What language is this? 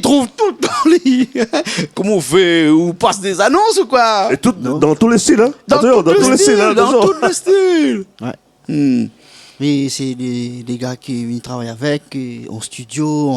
Réunion Creole French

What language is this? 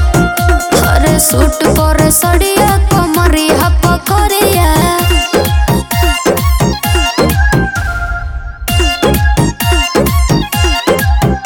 Bhojpuri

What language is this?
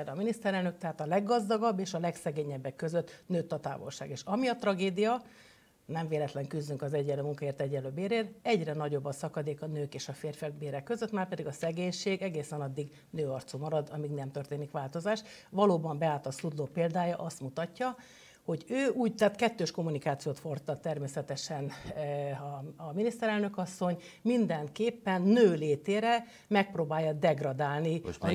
Hungarian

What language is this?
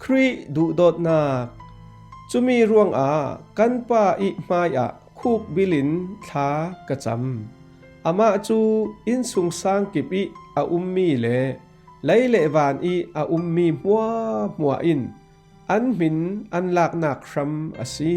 Falam Chin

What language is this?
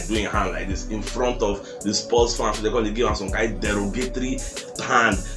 Nigerian Pidgin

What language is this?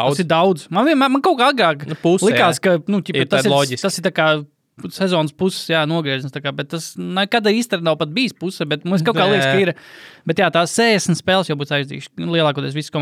Latvian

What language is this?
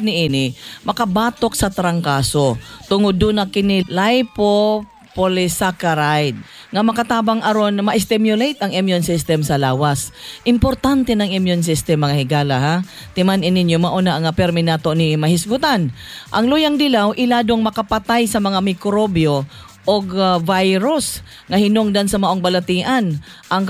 Cebuano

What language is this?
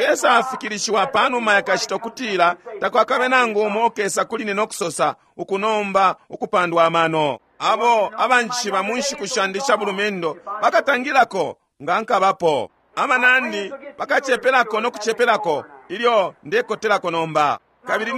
Bemba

